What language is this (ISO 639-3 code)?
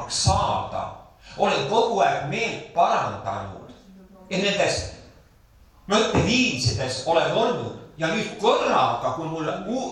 est